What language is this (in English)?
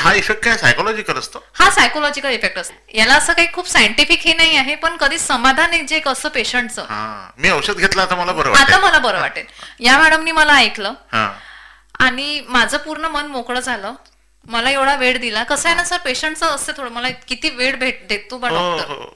Marathi